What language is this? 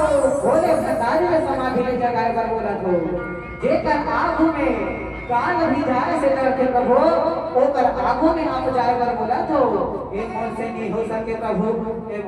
Chhattisgarhi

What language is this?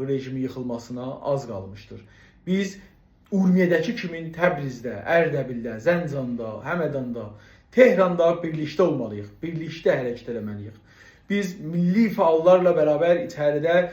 South Azerbaijani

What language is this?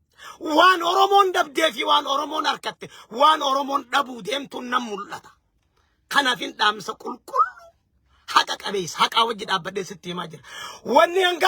Oromo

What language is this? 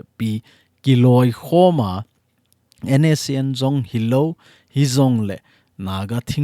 Thado Chin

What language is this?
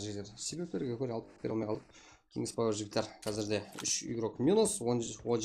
Kara-Kalpak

